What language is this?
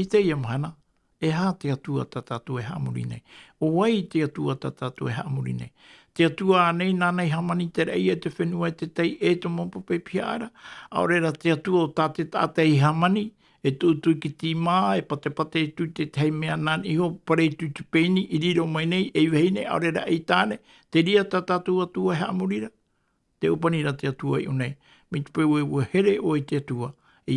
Tahitian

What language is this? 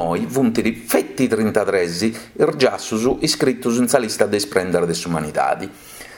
Sardinian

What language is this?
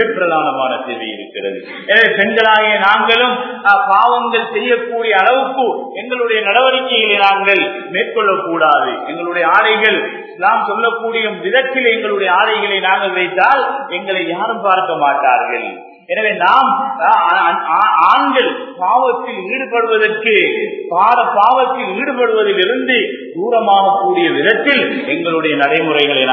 Tamil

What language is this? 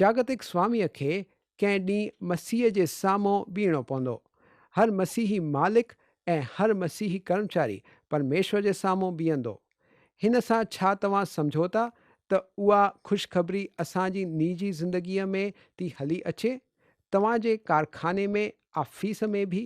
Sindhi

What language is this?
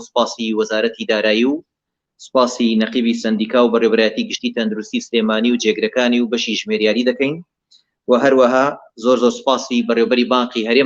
Central Kurdish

